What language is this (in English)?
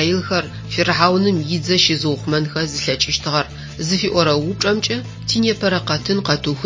Adyghe